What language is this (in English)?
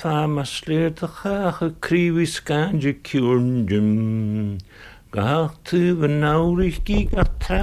Estonian